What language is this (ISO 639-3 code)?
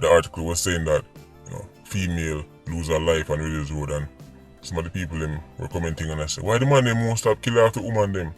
jam